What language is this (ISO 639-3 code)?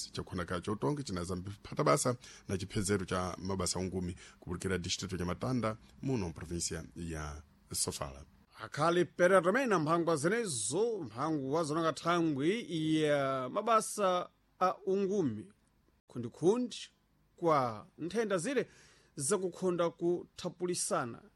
seh